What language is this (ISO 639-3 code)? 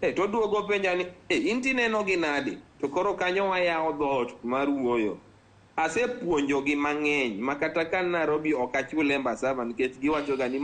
luo